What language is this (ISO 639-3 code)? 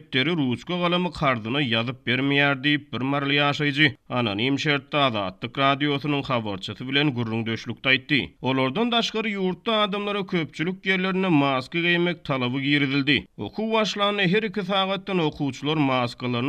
tuk